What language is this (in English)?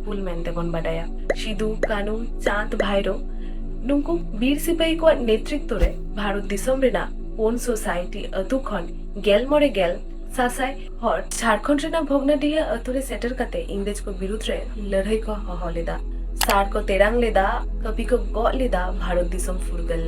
Santali